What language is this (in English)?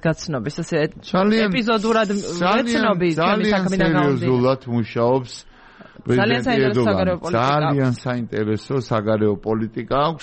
Georgian